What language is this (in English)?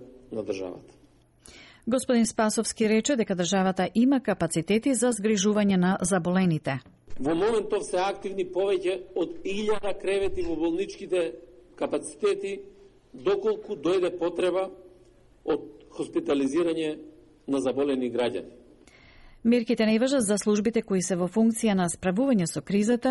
Macedonian